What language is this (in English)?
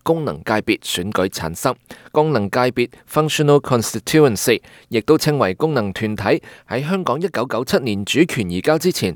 Cantonese